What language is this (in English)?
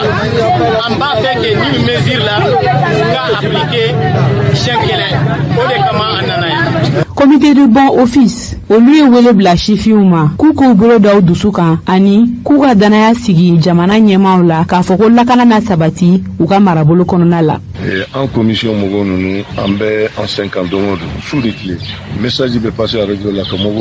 Bambara